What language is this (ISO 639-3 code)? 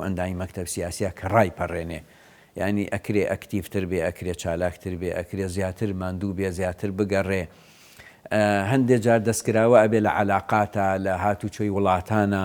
ckb